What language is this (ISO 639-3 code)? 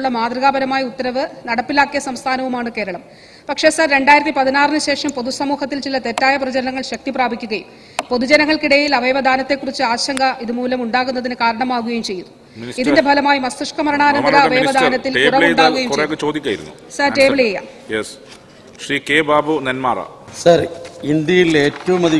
mal